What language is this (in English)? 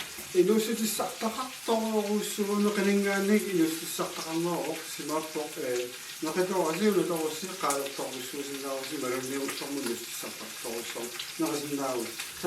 Kalaallisut